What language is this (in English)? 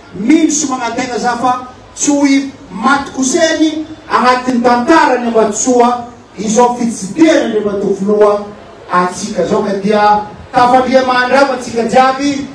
Malagasy